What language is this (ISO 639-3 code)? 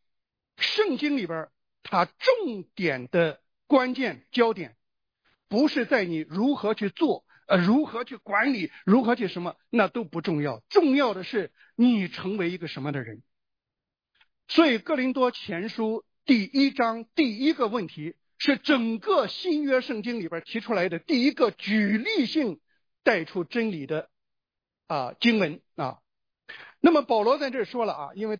zho